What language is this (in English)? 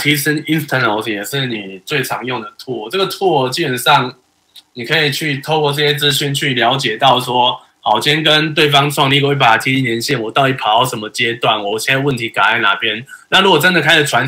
Chinese